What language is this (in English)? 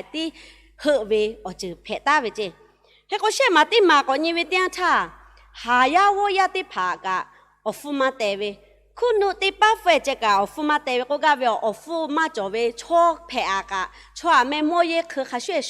Lahu